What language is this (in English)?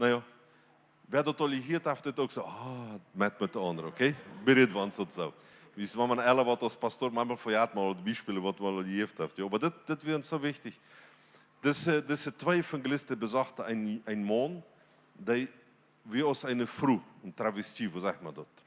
Plautdietsch